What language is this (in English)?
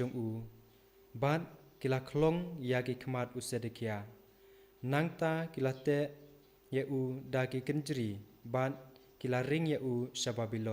Khasi